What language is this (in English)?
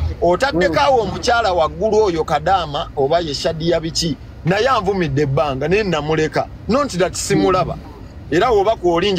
Ganda